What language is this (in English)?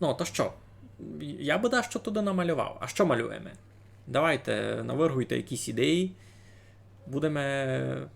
Rusyn